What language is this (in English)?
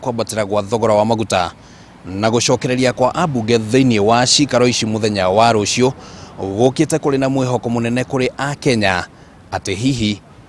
Kikuyu